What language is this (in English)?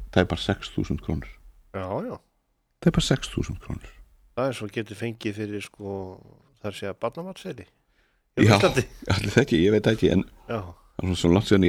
Icelandic